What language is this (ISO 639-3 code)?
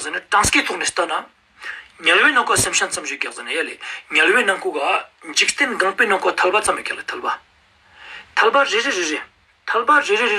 lbj